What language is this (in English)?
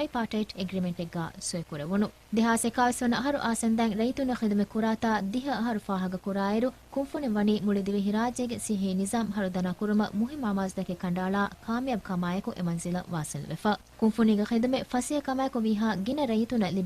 Divehi